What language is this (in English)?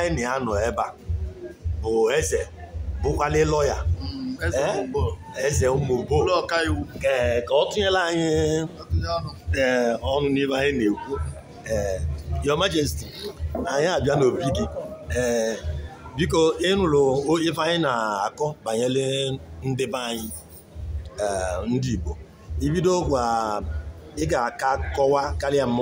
Igbo